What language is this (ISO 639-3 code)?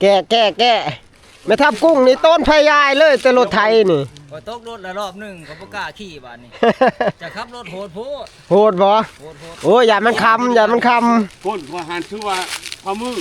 tts